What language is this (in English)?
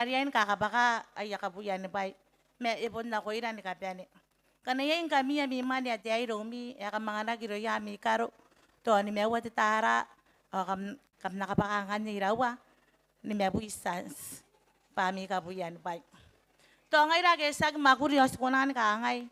Gilbertese